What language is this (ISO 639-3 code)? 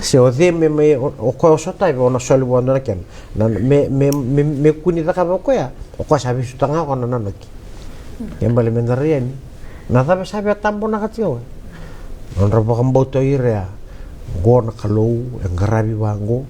fij